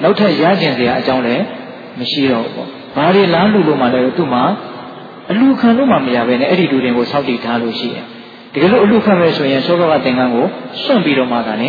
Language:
Burmese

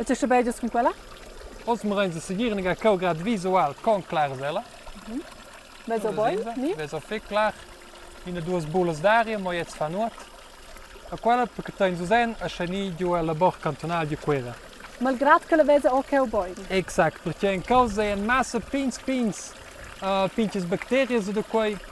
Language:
Romansh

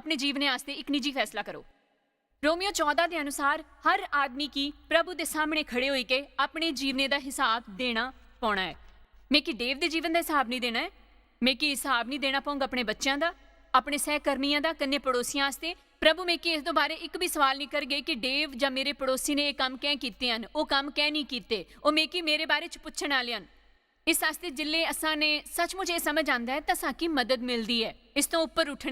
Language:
Dogri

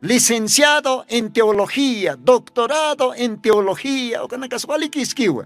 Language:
Aymara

